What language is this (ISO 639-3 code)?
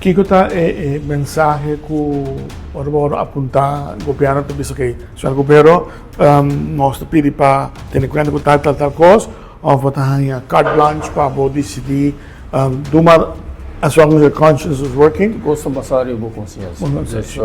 pap